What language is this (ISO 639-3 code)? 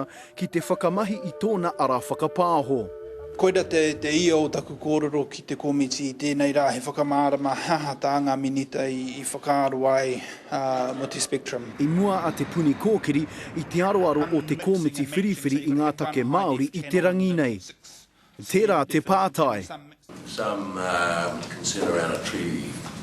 mri